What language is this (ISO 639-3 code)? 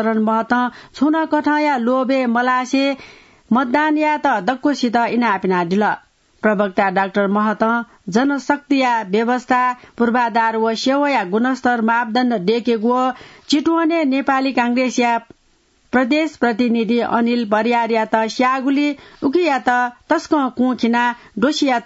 new